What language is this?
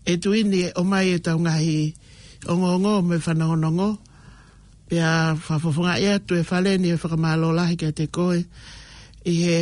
Tongan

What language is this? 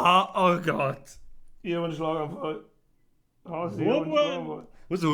Bavarian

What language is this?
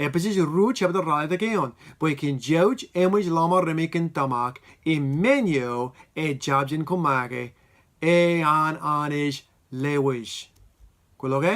Marshallese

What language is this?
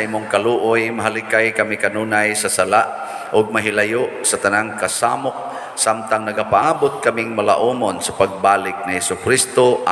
Cebuano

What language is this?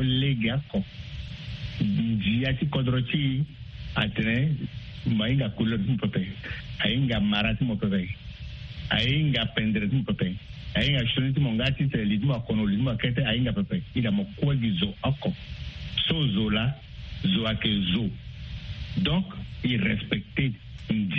Sango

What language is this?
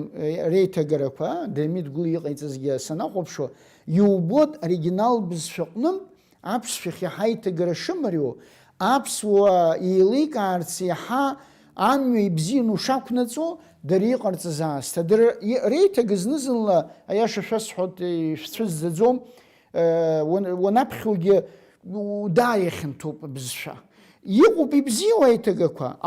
Abkhazian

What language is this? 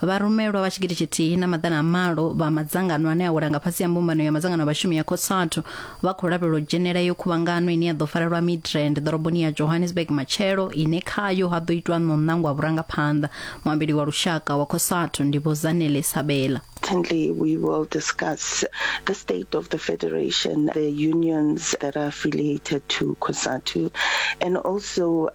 Venda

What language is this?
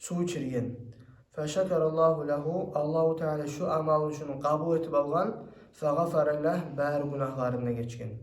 Kumyk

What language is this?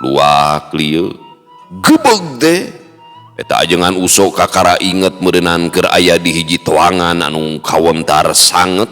Sundanese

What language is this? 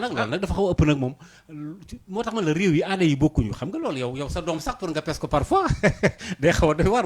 Wolof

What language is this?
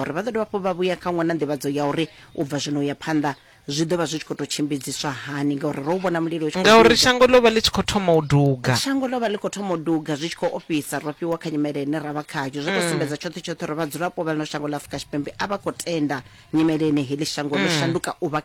Venda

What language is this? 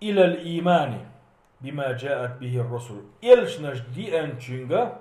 Chechen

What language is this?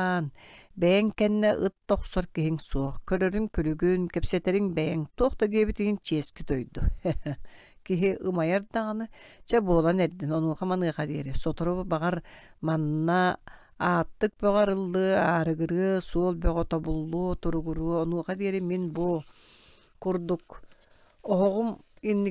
Yakut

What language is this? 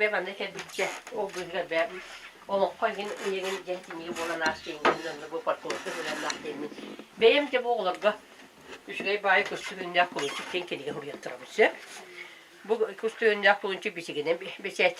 Yakut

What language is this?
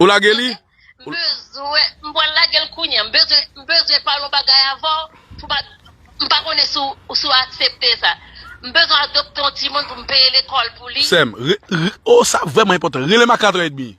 Haitian Creole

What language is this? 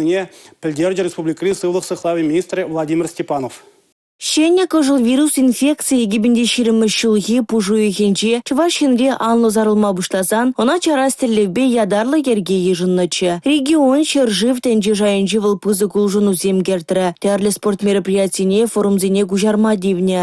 Chuvash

